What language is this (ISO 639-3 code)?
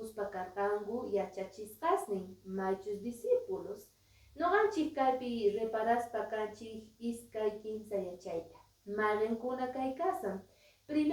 que